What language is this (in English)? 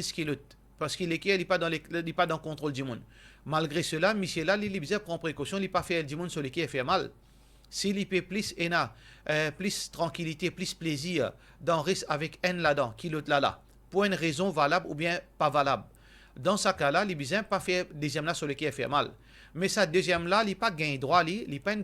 Morisyen